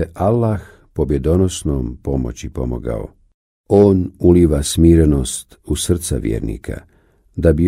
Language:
Bosnian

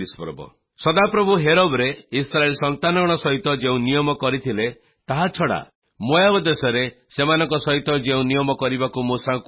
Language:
Odia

